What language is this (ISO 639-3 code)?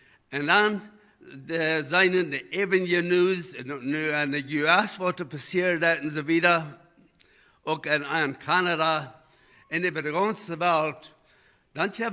pdt